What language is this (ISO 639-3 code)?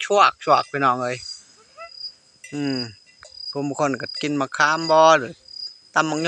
lao